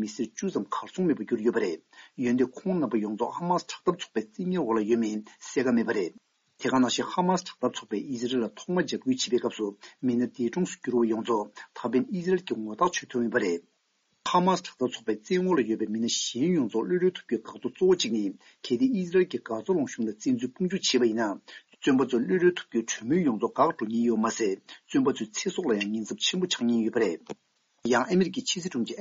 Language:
Tibetan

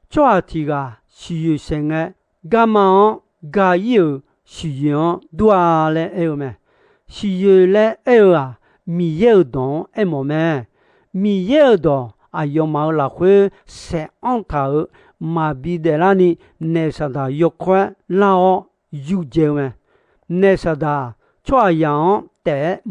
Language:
Akha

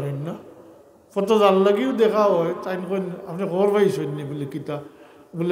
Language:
Sylheti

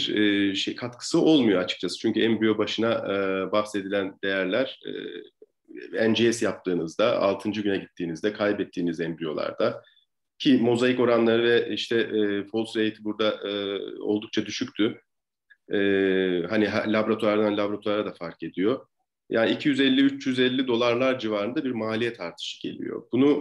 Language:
Turkish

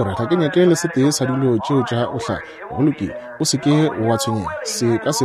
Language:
Northern Sotho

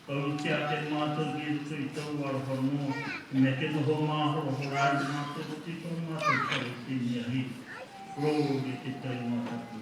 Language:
Māori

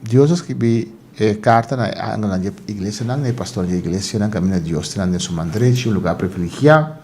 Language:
Papiamento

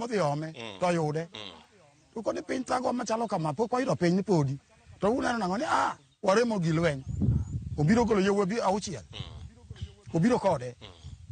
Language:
Luo (Kenya and Tanzania)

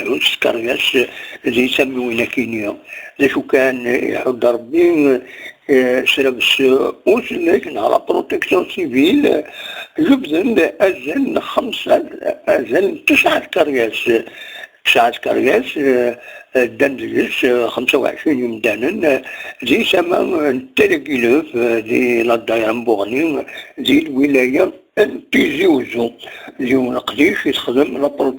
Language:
Kabyle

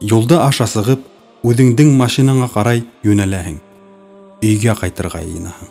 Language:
Bashkir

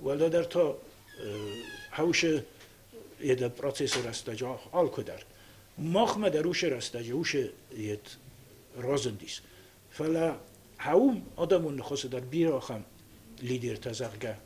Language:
Ossetic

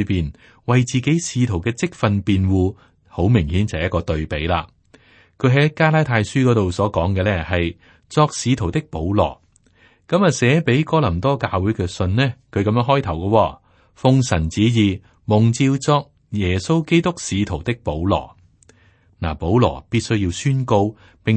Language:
Cantonese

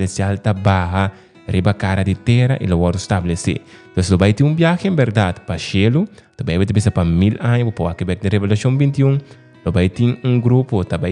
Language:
Papiamento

